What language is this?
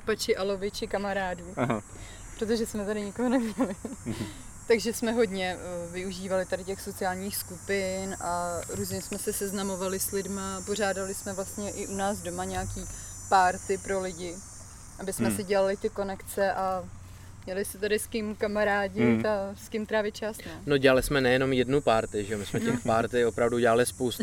Czech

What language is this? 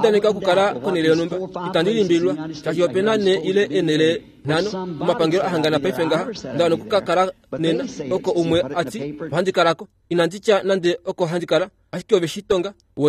Kuanyama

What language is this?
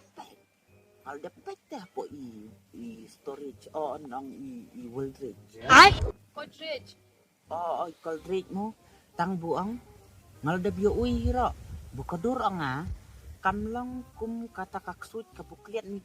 Khasi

